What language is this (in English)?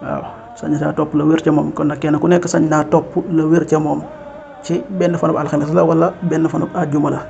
Wolof